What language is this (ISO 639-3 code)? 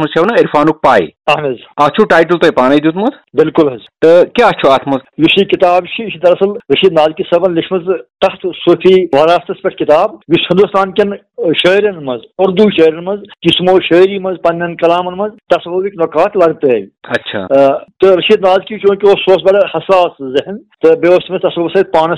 kas